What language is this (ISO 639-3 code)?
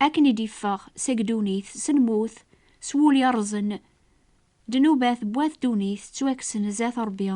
kab